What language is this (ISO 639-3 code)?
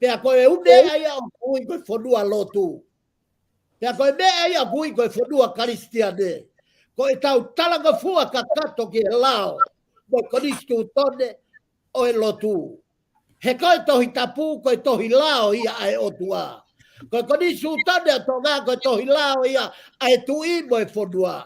ton